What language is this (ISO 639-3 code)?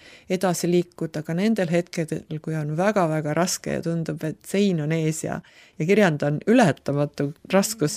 est